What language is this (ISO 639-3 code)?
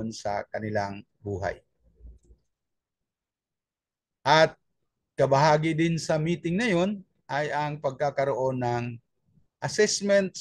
fil